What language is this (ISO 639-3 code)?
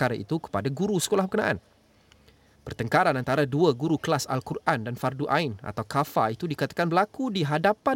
msa